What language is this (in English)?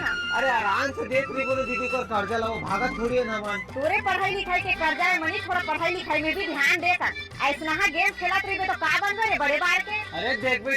Chhattisgarhi